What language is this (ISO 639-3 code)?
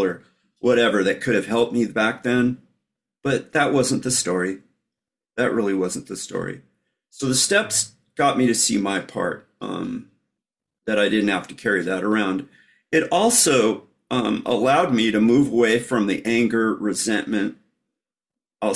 eng